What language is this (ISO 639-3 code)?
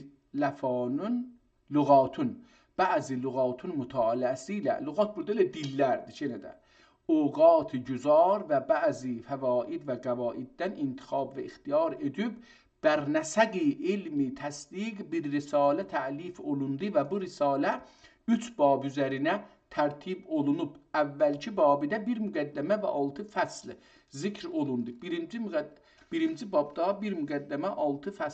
azb